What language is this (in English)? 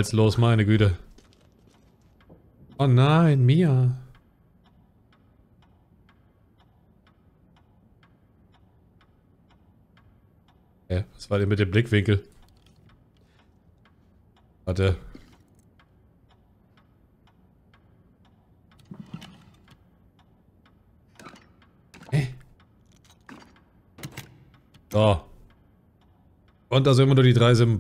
German